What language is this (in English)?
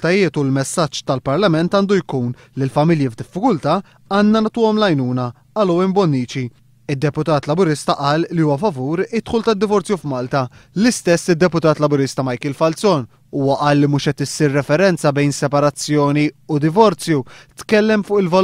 Maltese